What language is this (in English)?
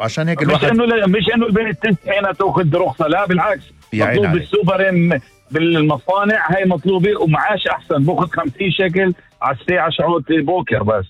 North Levantine Arabic